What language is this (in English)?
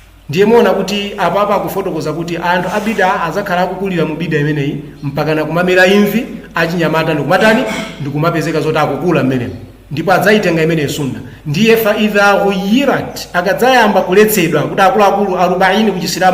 Nyanja